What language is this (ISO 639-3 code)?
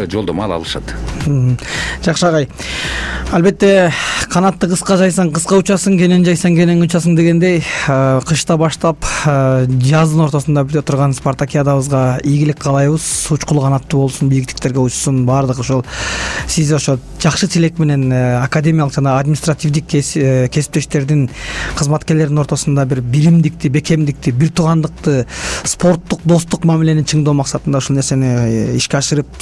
kir